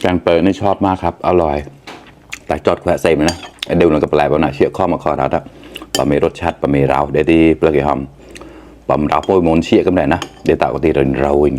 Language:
Mon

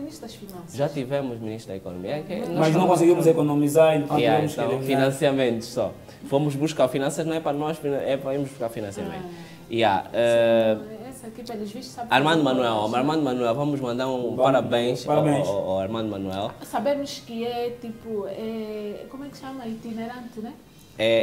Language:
Portuguese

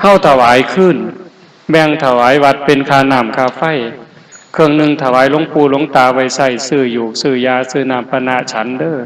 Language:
Northeastern Thai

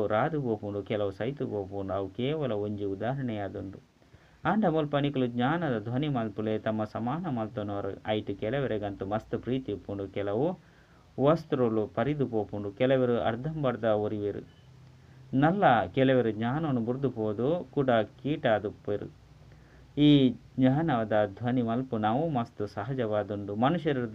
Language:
Tulu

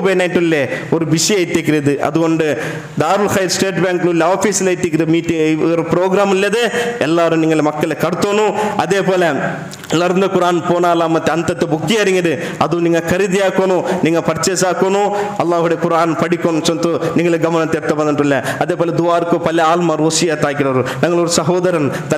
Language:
Malayalam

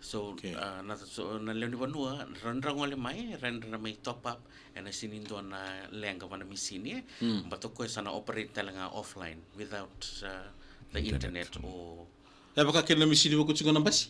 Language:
Fijian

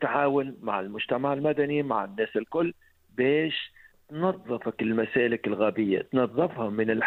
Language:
Tunisian Arabic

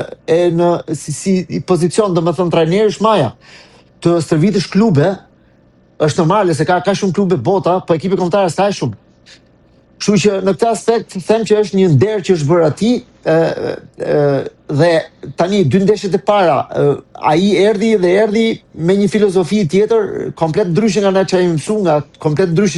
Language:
Albanian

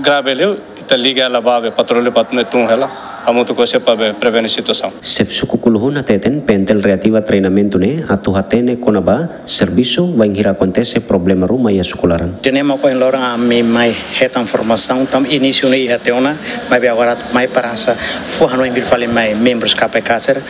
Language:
Tetum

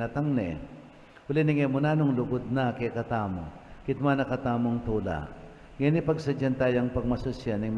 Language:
Pampanga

